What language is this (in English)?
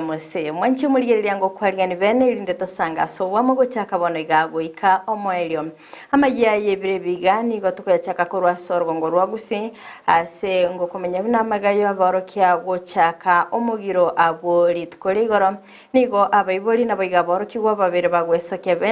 Gusii